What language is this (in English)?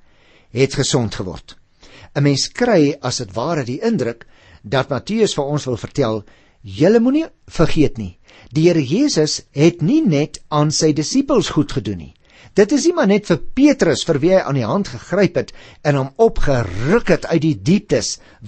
Afrikaans